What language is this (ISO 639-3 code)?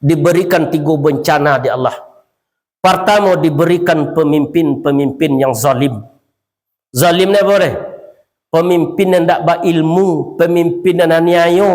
min